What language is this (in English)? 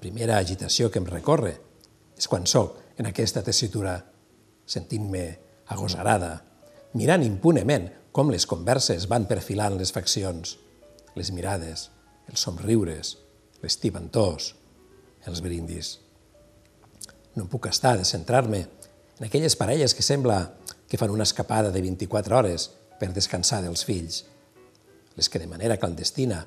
Catalan